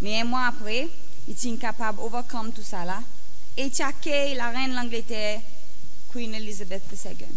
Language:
Seselwa Creole French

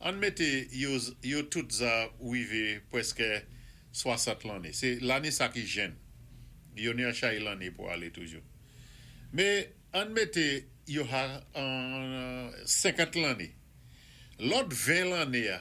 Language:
Saint Lucian Creole French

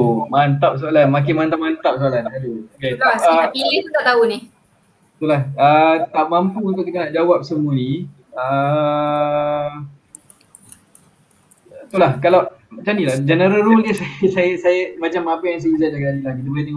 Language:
Malay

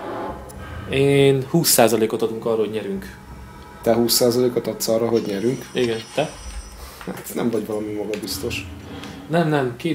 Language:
Hungarian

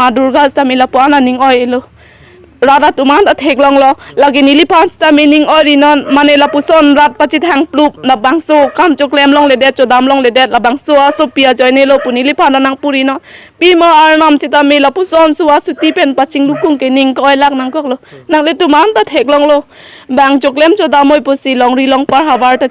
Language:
Karbi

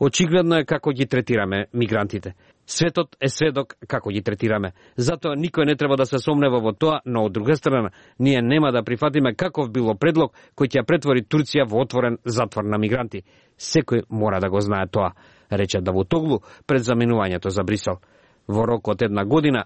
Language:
Macedonian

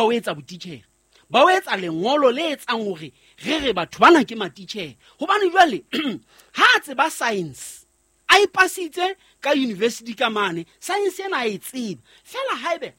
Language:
Southern Sotho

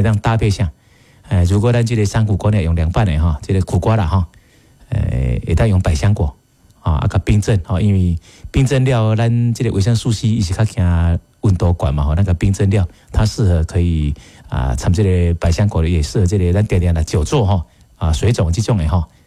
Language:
Min Nan Chinese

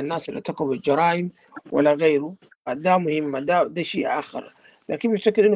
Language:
Sudanese Arabic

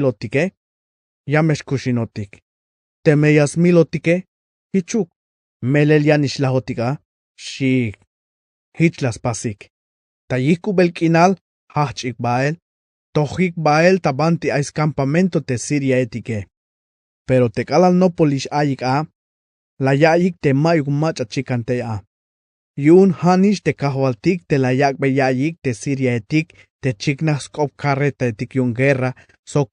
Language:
Tzeltal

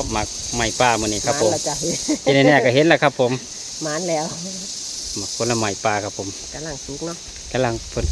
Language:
Northeastern Thai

